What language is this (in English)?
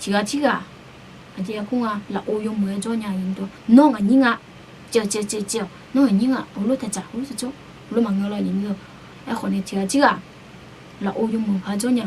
Akha